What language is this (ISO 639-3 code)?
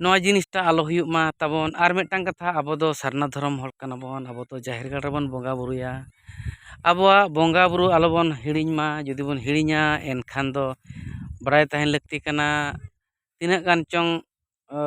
sat